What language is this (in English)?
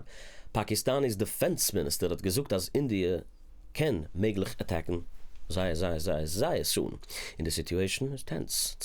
Yiddish